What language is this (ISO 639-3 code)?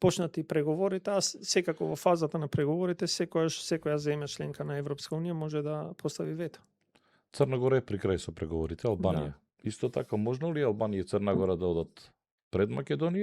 mkd